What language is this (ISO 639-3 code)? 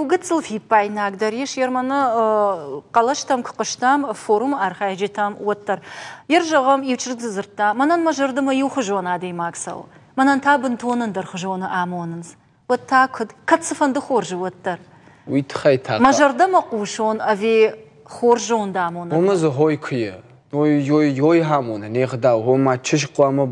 oss